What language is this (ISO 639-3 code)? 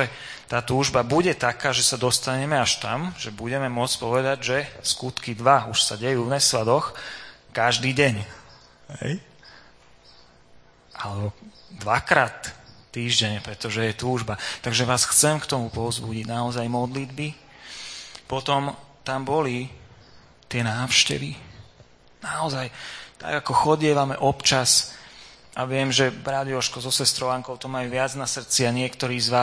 slk